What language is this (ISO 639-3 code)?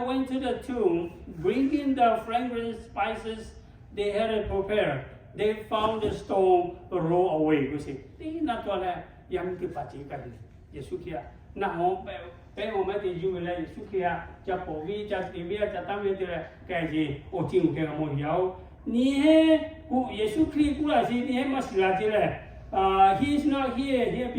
lhu